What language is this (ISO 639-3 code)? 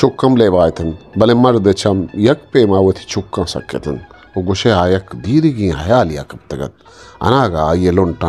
bgp